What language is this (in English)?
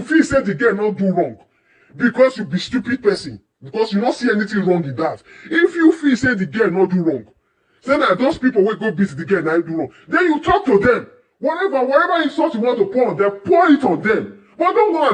Nigerian Pidgin